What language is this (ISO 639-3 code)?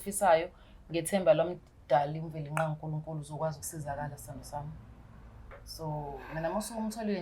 zul